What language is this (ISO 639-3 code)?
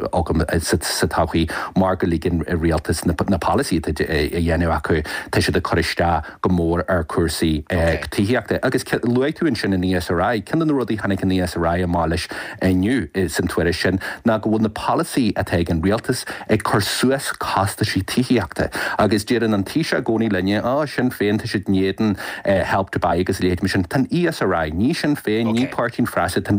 gle